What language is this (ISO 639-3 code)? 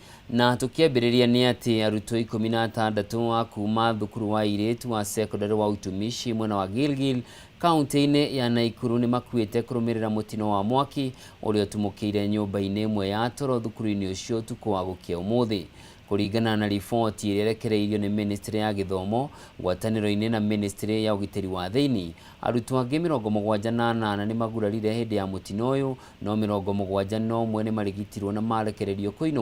kik